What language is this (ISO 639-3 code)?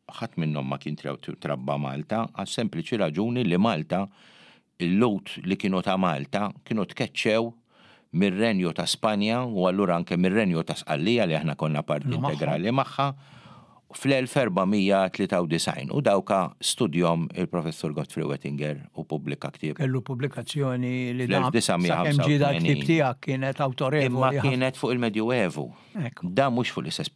mlt